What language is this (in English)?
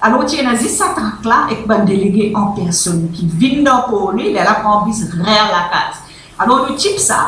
Morisyen